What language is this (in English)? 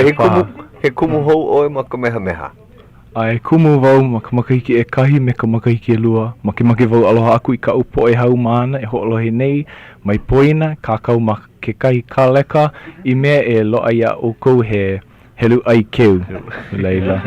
Hawaiian